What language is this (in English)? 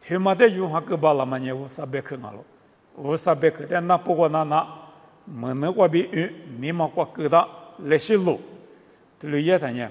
Lisu